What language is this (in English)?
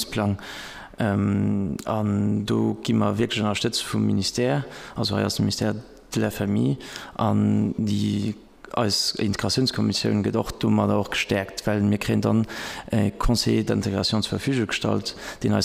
Luxembourgish